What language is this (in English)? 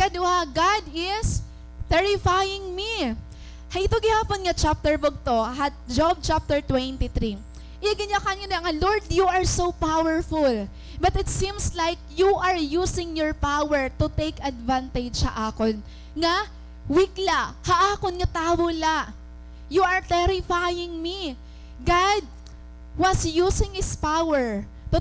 Waray